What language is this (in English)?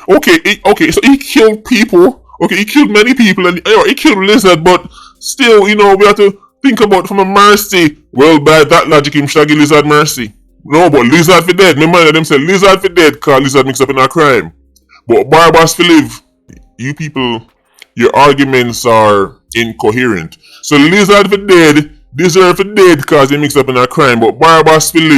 Jamaican Creole English